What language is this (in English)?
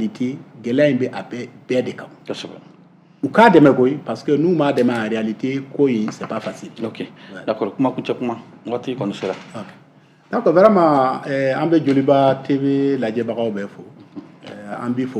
Bambara